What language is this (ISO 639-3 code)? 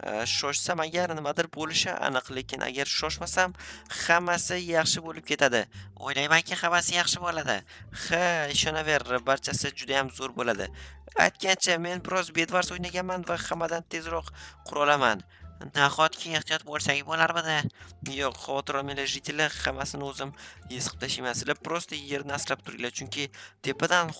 uzb